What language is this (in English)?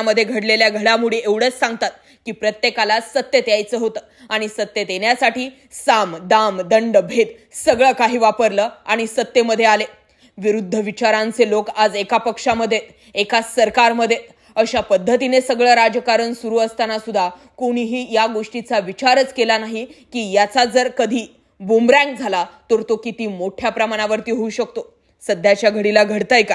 Marathi